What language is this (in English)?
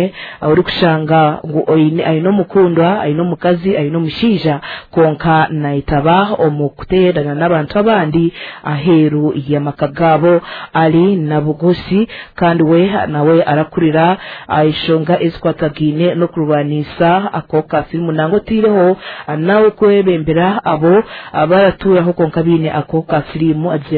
Nyankole